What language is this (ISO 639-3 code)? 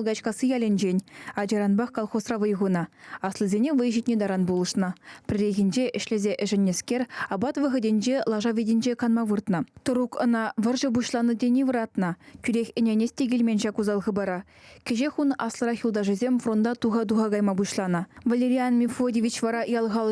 chv